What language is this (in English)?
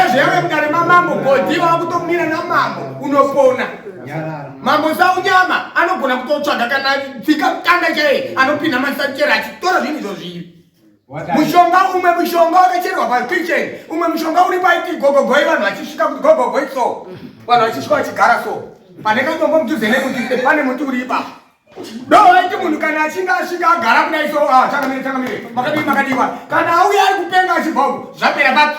Shona